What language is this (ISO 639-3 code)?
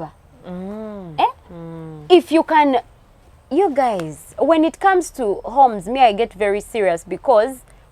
lug